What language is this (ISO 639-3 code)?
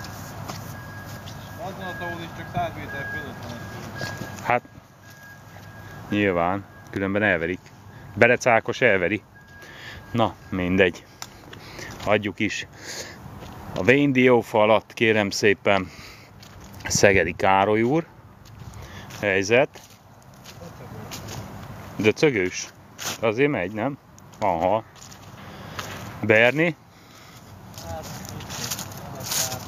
hun